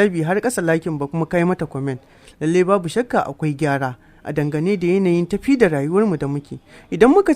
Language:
Hausa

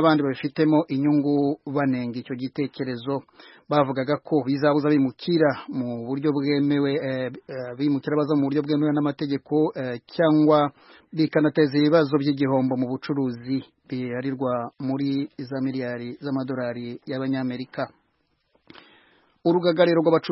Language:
Kinyarwanda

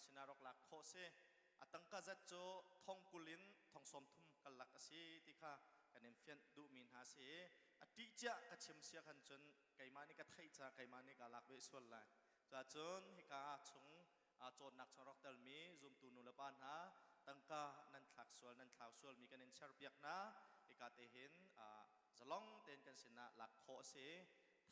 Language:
Hakha Chin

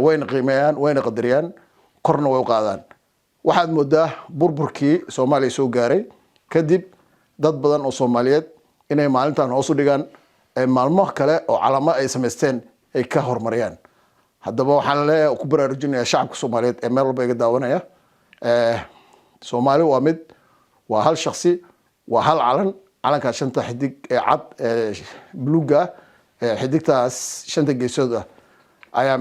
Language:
Somali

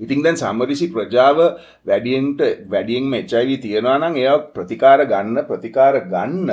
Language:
Sinhala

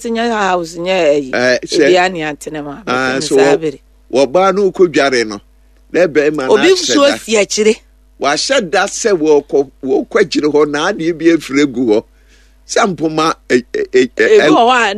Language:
Akan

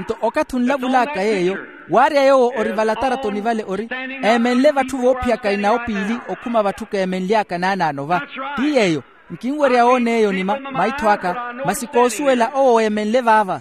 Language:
Makhuwa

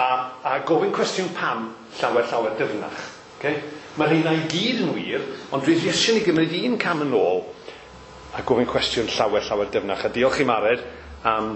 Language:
Welsh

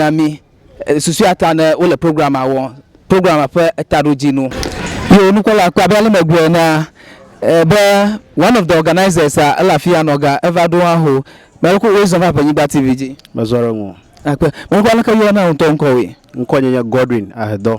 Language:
Ewe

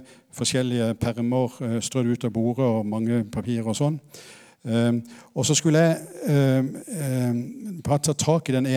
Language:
Norwegian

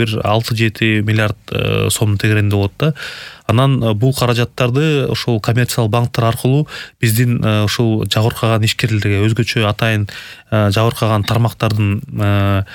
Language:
Kyrgyz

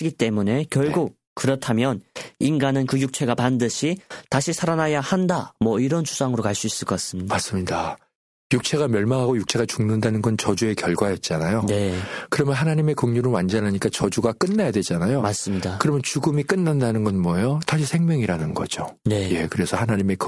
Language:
Korean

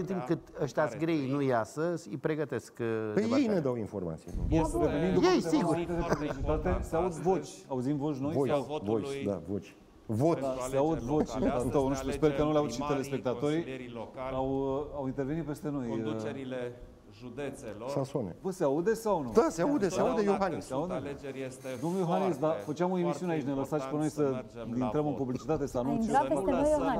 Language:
Romanian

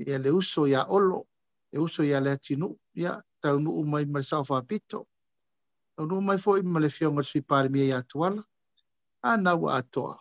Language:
Samoan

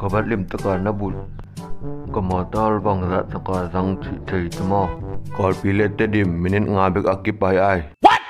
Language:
Tedim Chin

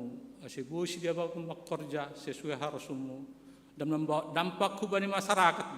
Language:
Batak Simalungun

